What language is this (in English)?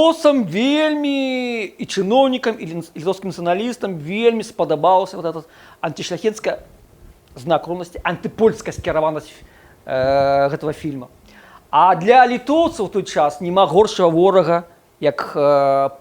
Belarusian